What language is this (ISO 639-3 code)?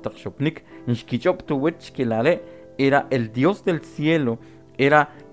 quc